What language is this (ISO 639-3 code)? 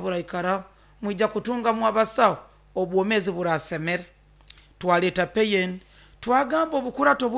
nyo